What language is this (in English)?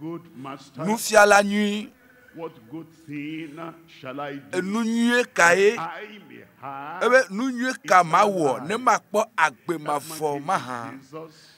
Ewe